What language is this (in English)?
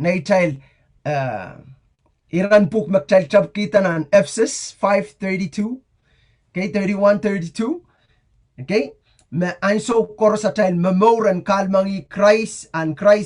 Pohnpeian